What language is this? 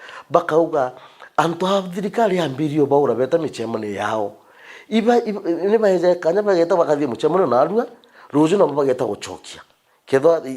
Meru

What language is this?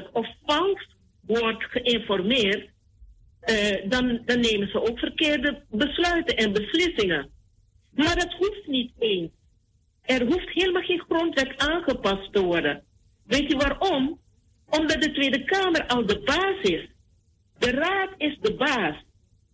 Dutch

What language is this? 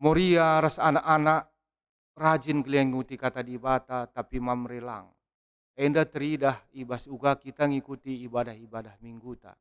Batak Karo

